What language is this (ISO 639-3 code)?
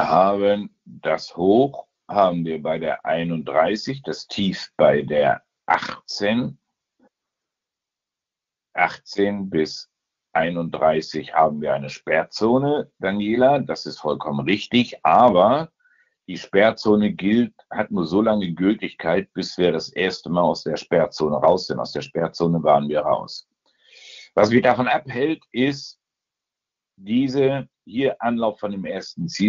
deu